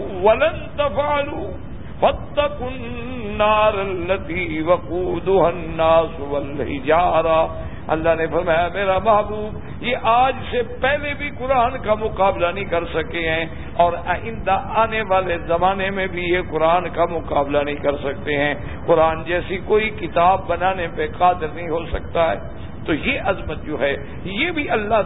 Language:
Urdu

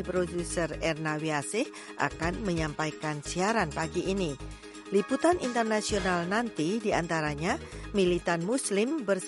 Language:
Indonesian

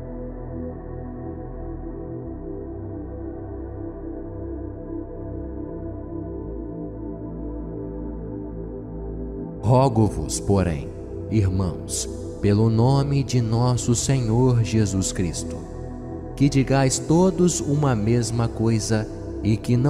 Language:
Portuguese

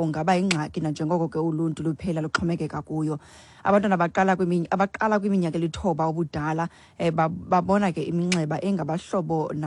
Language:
Xhosa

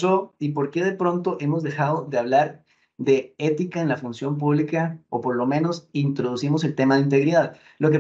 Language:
Spanish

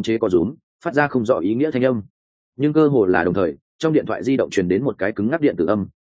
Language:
Vietnamese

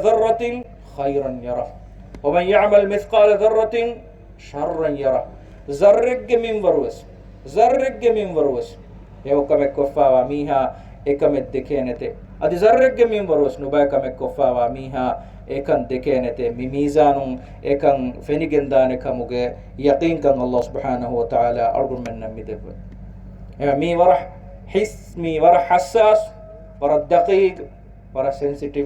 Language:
Divehi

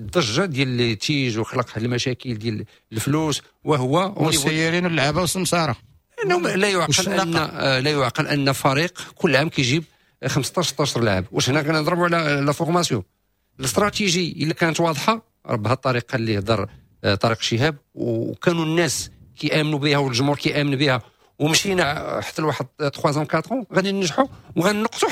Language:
Moroccan Arabic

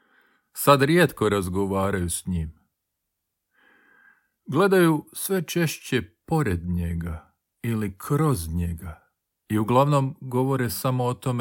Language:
Croatian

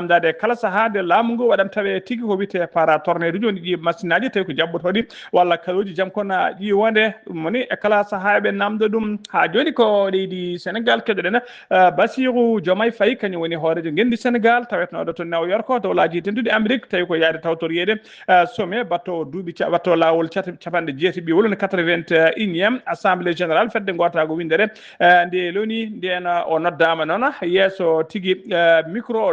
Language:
Fula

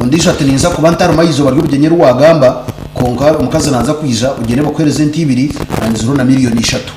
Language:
Nyankole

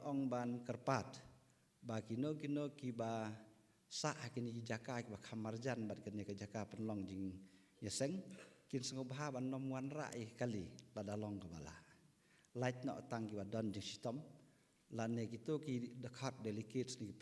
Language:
Khasi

